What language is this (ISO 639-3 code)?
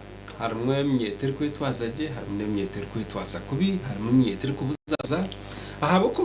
nyn